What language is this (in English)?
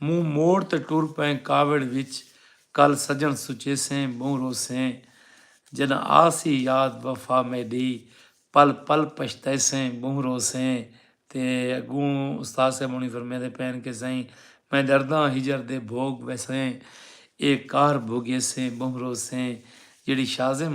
Saraiki